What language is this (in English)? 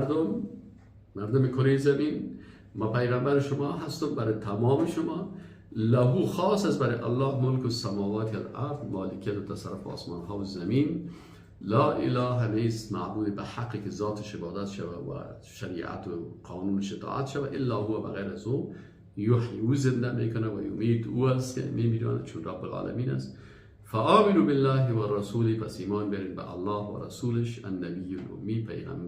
Persian